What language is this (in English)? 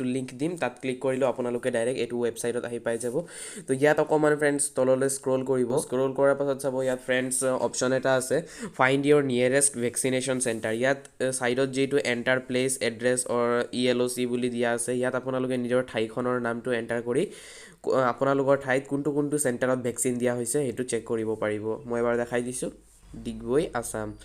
Assamese